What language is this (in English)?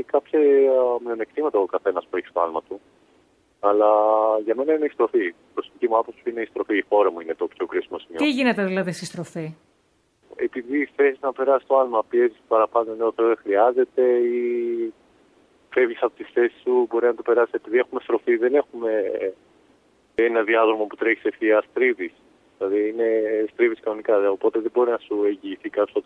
Greek